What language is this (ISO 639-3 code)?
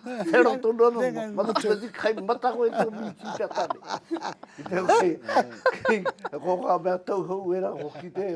mri